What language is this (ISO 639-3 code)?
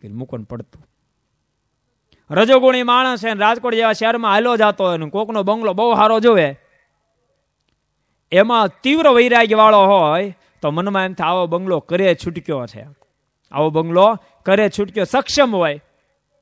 guj